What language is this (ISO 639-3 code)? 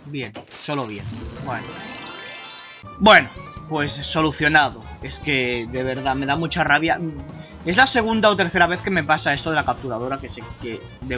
spa